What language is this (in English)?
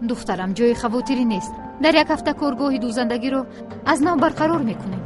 Tajik